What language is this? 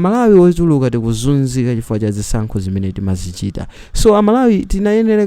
Nyanja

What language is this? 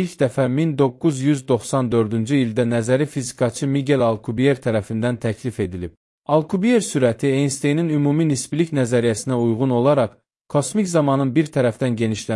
Azerbaijani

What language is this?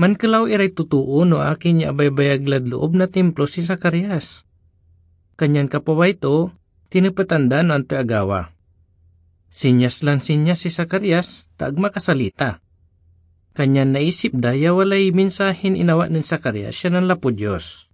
Pangasinan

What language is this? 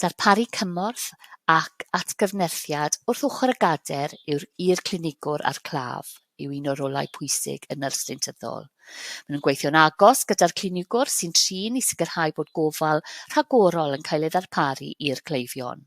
Welsh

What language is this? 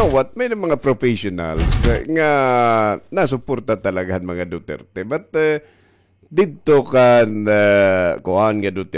Waray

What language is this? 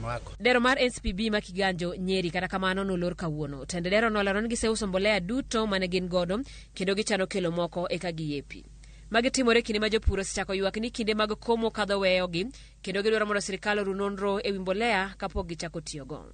Luo (Kenya and Tanzania)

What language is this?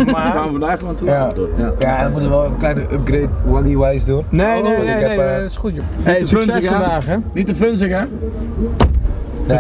Dutch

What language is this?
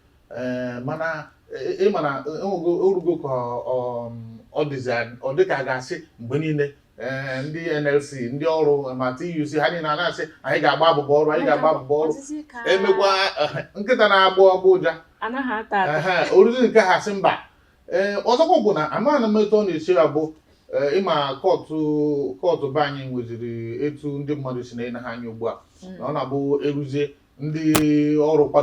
Igbo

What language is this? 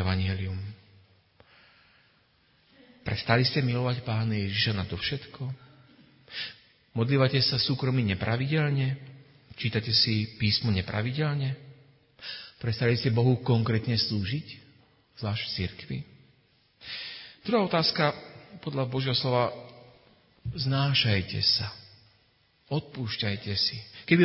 Slovak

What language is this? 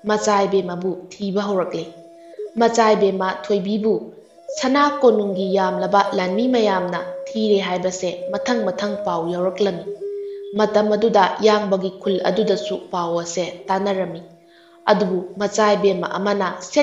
Manipuri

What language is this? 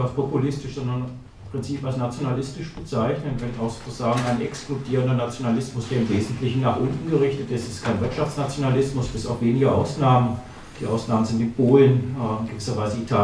German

